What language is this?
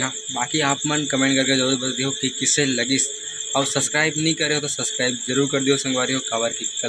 Chhattisgarhi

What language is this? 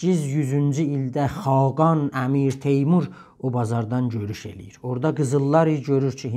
South Azerbaijani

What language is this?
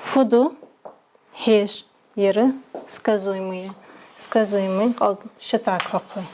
Ingush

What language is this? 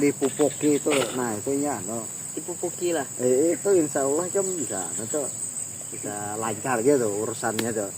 Banjar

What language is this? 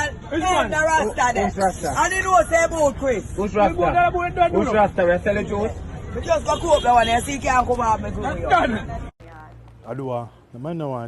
Jamaican Creole English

